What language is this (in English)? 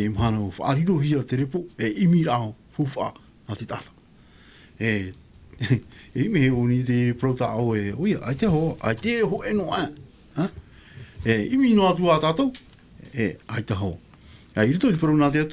Tahitian